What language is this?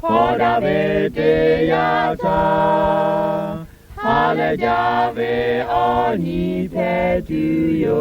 Lahu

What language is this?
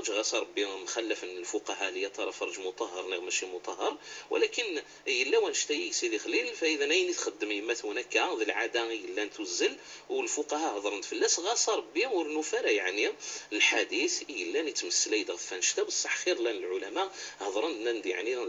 Kabyle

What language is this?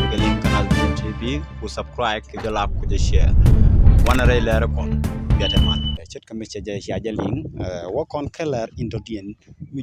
Nuer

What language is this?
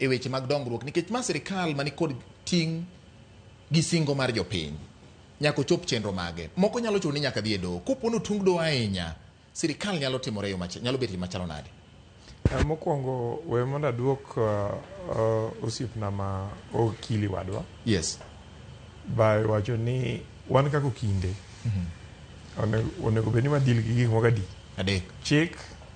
Luo (Kenya and Tanzania)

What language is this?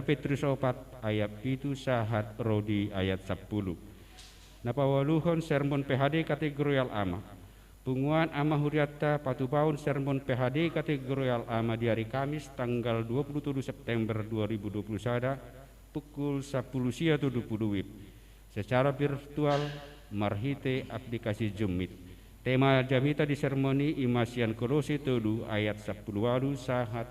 Batak Toba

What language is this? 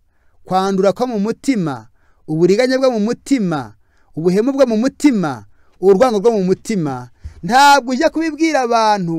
Kinyarwanda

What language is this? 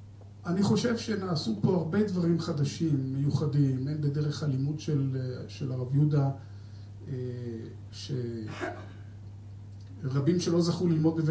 Hebrew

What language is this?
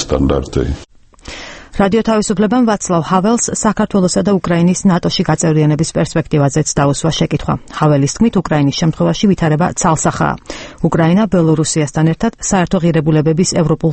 Georgian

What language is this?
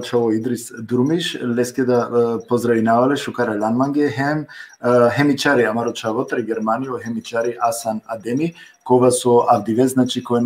Balkan Romani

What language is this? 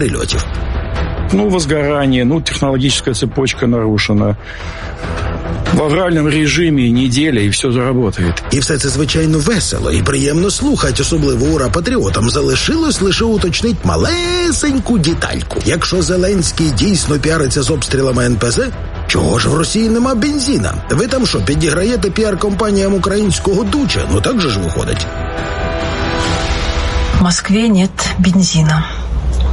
Ukrainian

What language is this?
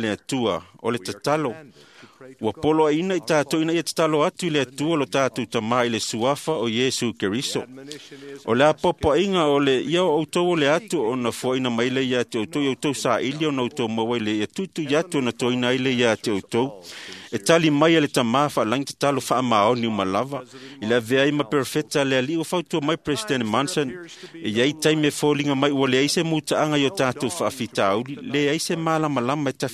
Samoan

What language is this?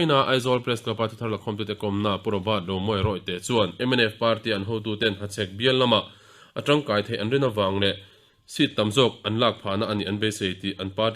Mizo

